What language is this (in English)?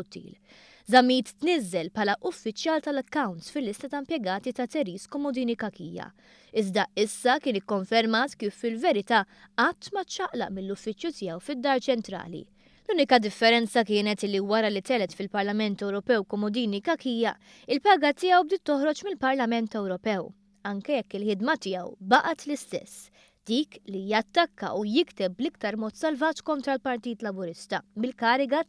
Maltese